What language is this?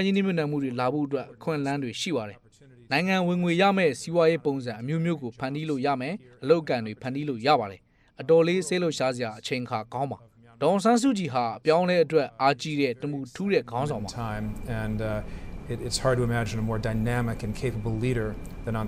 Burmese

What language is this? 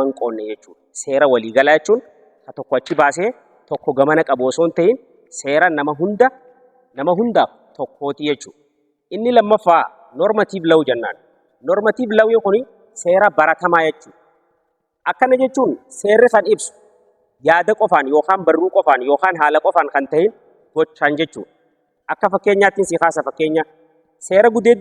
Oromo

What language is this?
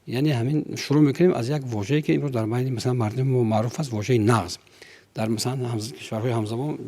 Tajik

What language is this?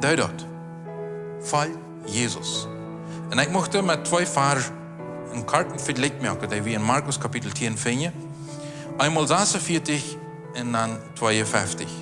Plautdietsch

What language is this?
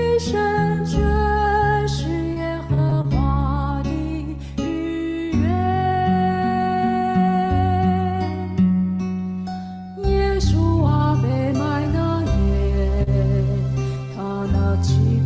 Chinese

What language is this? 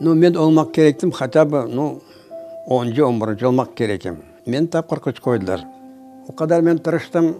Crimean Tatar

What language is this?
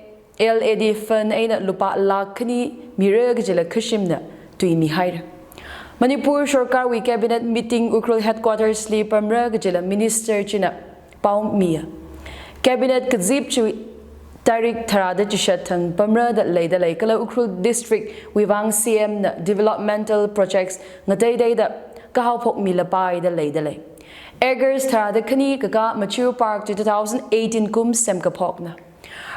Tangkhul Naga (India)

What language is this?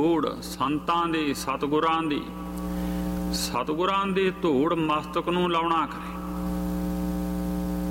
Punjabi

